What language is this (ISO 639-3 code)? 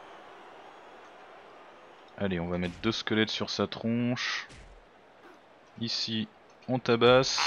fra